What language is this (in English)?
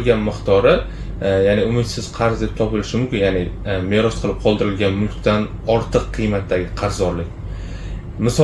Uzbek